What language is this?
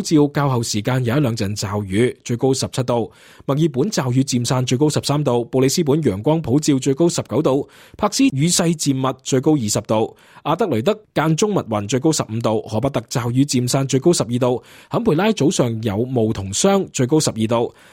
Cantonese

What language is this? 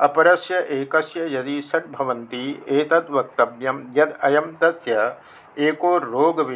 Sanskrit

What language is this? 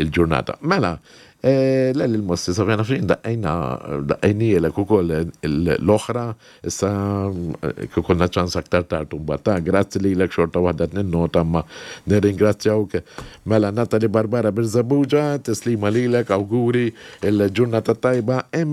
Maltese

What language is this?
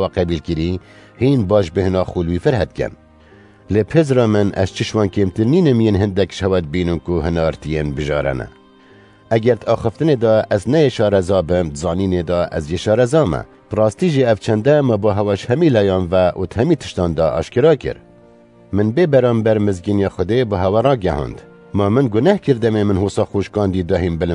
Kurdish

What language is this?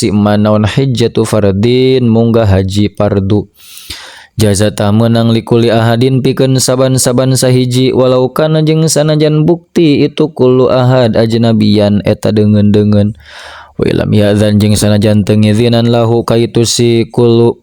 Sundanese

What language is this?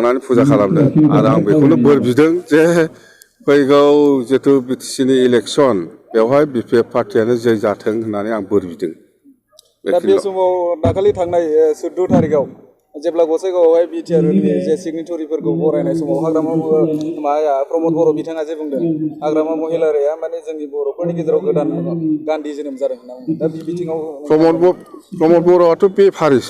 Bodo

